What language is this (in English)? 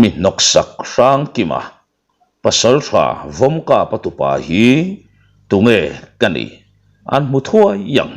Mizo